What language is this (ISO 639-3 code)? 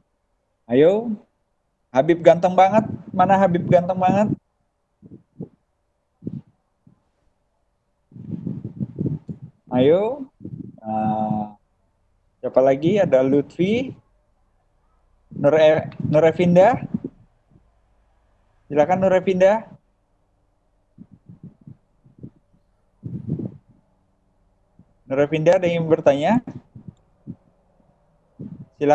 ind